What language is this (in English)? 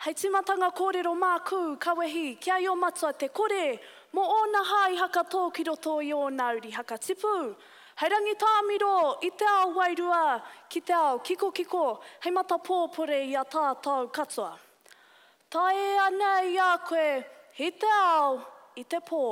Māori